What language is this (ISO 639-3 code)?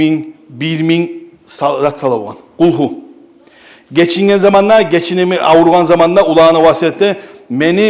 kum